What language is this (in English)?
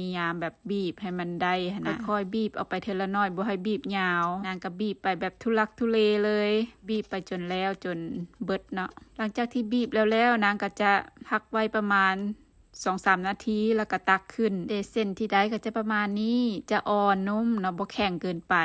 Lao